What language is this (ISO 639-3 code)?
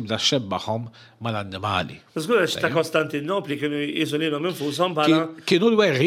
mlt